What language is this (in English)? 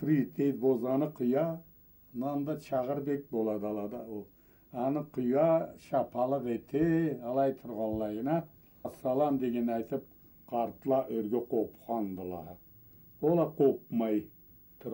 Karachay-Balkar